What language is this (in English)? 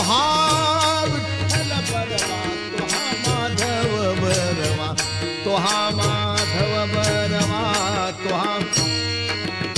Marathi